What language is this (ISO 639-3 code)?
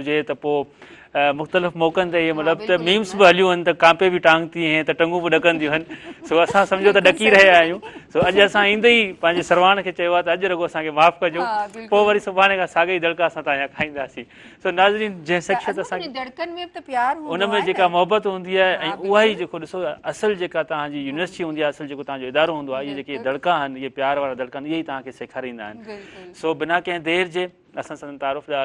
snd